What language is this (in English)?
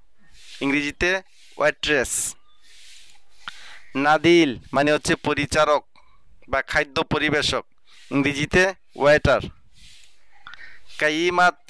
Bangla